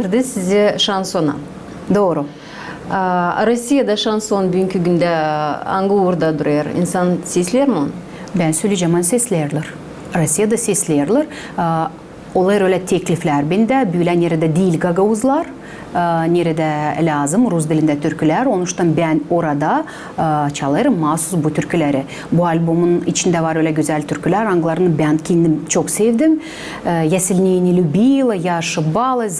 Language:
Gagauz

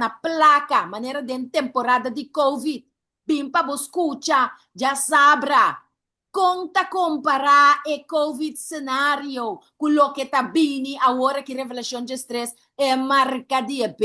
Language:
Papiamento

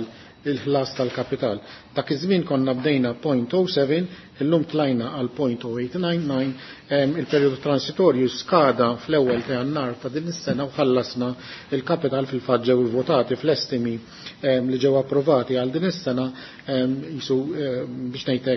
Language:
Maltese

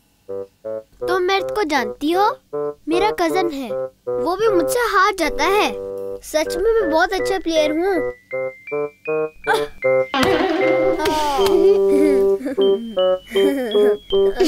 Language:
Hindi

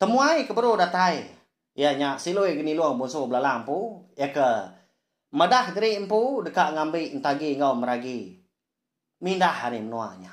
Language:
Iban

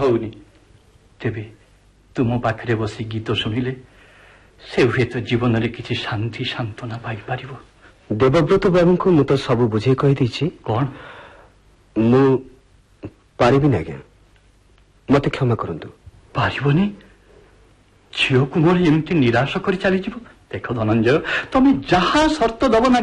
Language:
Odia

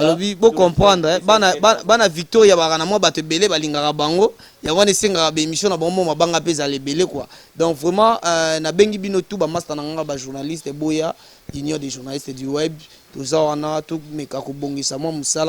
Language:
Lingala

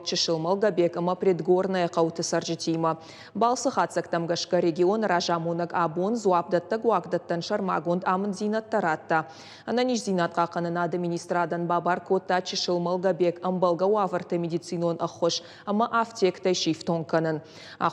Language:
Ossetic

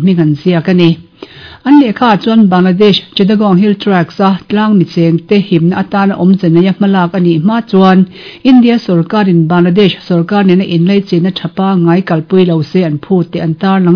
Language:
Mizo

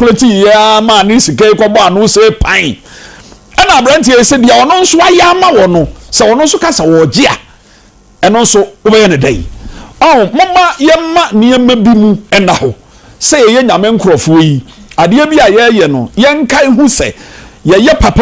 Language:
Akan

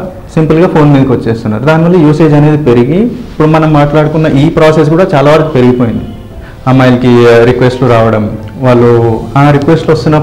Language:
Telugu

